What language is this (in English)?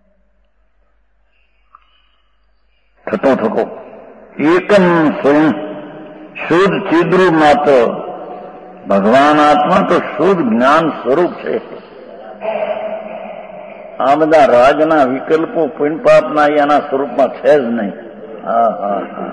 Gujarati